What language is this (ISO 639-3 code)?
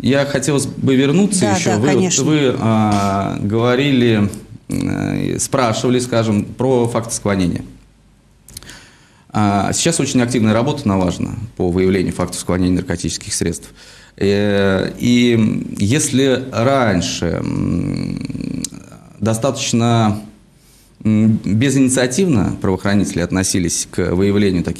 rus